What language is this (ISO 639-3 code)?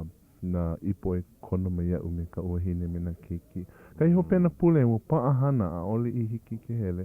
haw